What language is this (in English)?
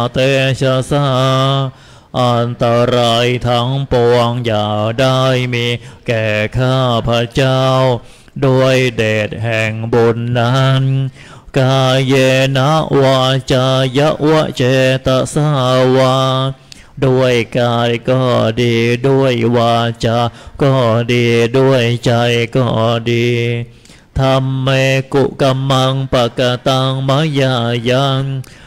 Thai